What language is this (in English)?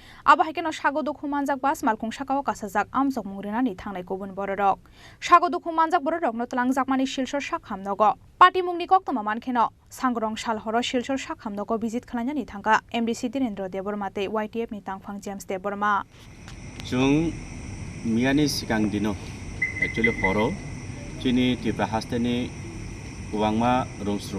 Kok Borok